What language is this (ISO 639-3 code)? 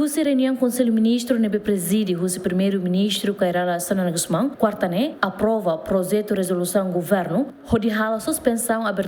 tet